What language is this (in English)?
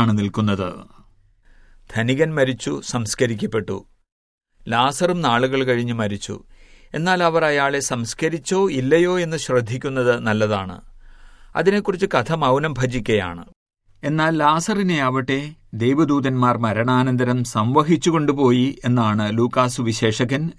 Malayalam